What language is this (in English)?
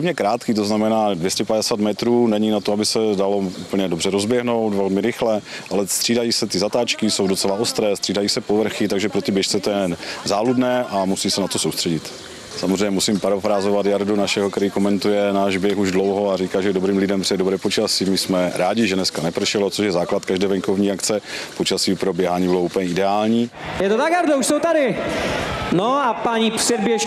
Czech